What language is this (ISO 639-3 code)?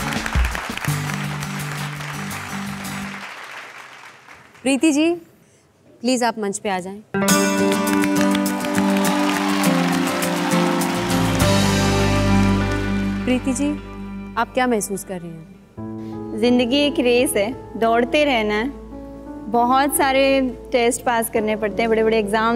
hin